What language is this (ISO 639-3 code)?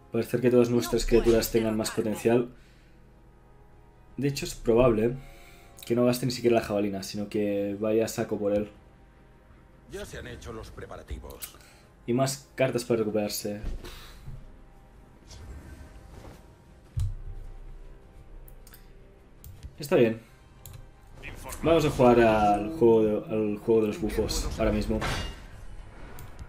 spa